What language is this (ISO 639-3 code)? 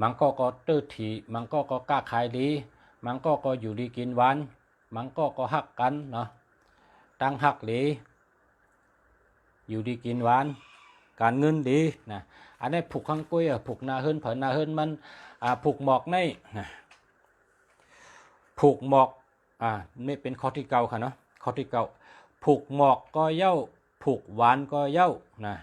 shn